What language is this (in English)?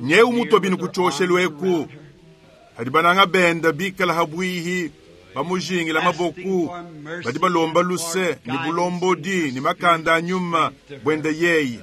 Luba-Lulua